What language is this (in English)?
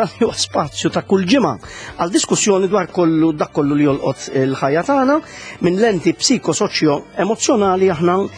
Maltese